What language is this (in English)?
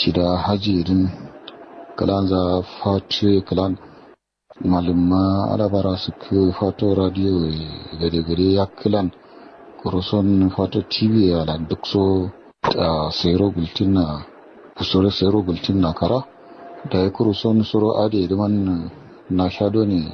Kanuri